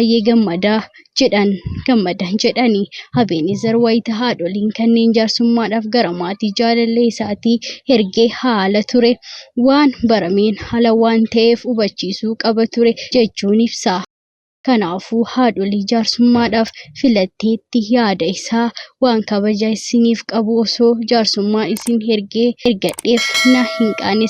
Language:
Oromo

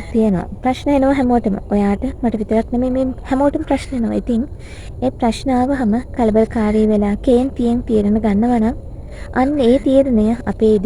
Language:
Sinhala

